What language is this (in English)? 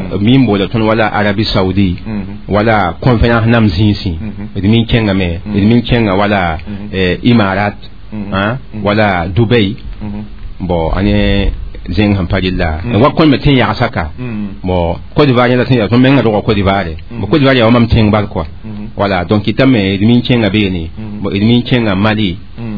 Mossi